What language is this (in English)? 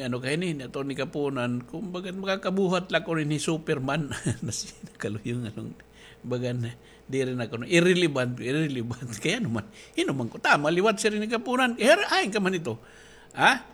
Waray